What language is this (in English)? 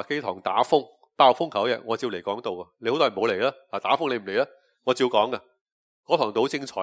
Cantonese